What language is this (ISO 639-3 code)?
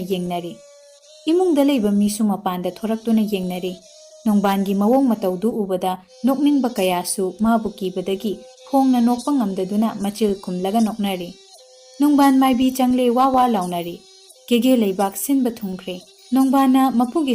mni